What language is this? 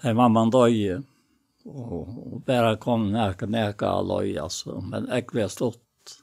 Faroese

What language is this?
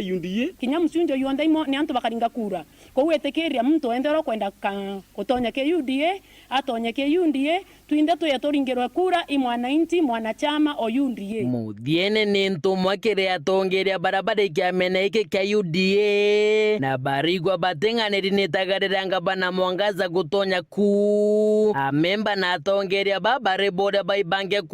Meru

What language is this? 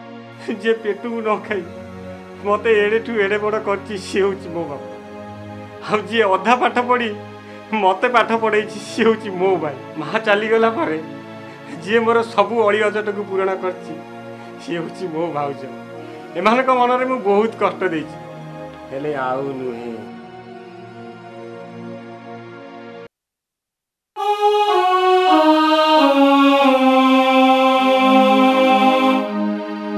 Odia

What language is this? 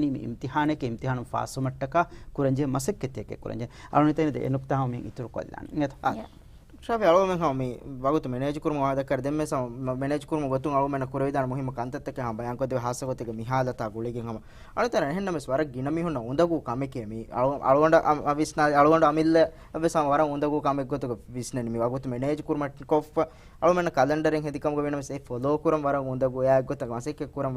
Divehi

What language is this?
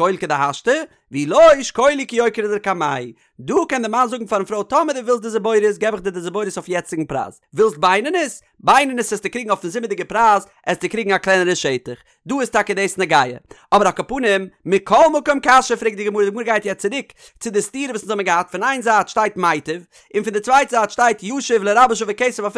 Yiddish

